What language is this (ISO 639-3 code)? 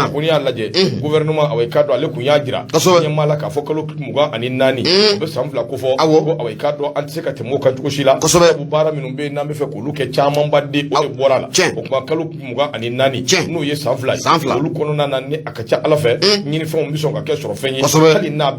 bam